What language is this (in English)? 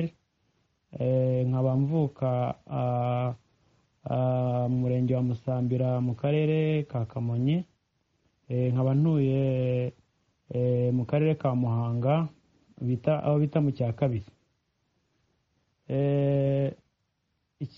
Kinyarwanda